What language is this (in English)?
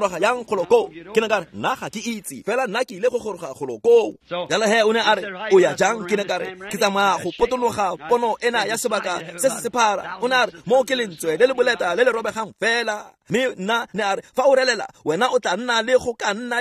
Tswana